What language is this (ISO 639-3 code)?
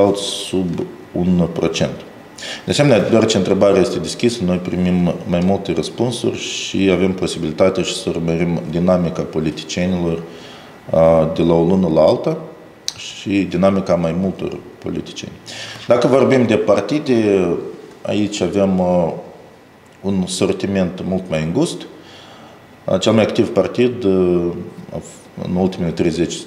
ron